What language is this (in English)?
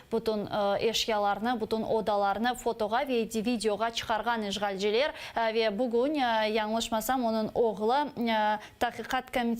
Crimean Tatar